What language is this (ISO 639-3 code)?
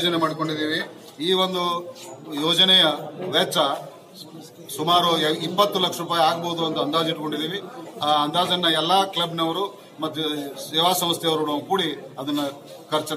kan